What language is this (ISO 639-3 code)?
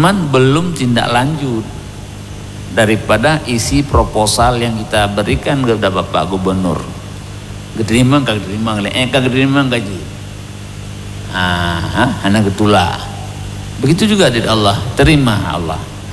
ind